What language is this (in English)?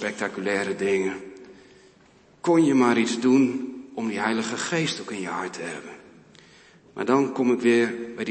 Dutch